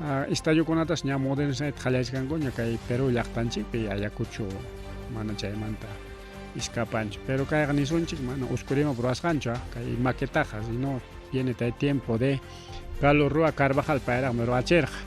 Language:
Ayacucho Quechua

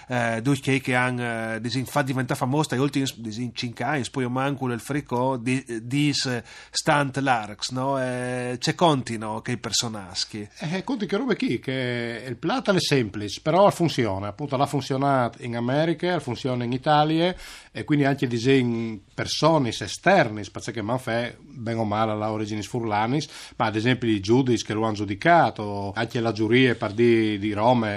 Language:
Friulian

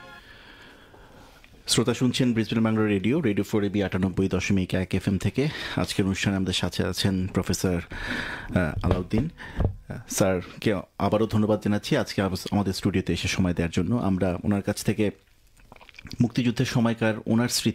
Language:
Bangla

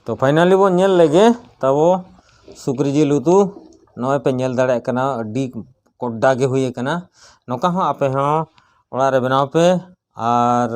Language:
Santali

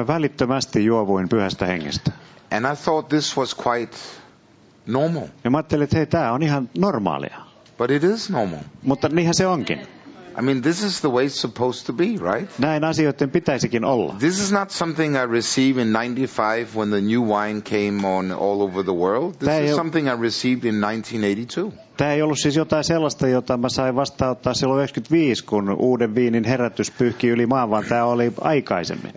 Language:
Finnish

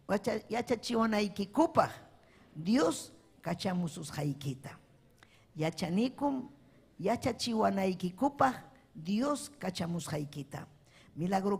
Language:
Ayacucho Quechua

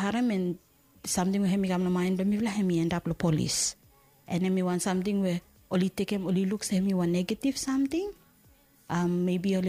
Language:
Bislama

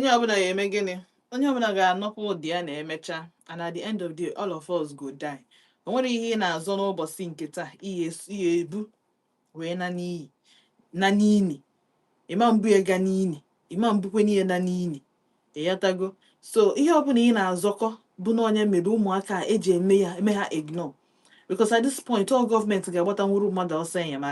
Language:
Igbo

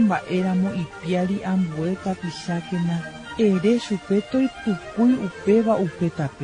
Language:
Guarani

